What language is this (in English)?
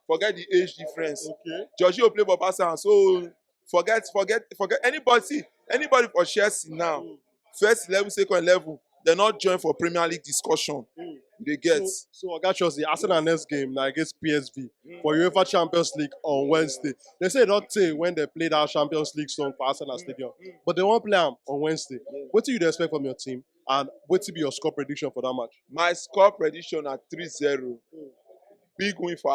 Nigerian Pidgin